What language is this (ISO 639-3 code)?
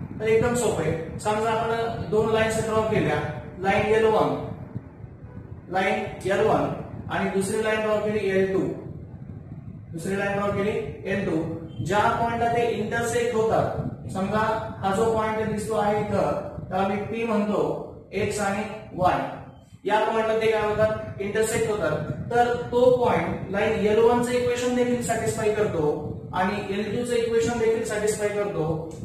mar